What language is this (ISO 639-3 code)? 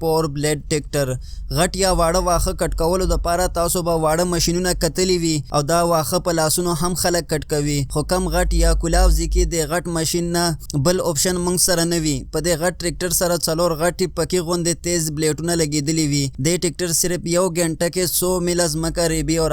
pus